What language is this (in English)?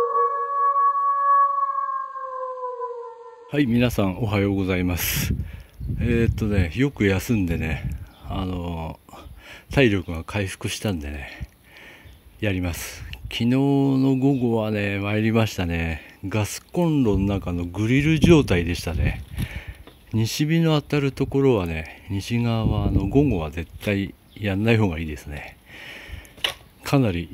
Japanese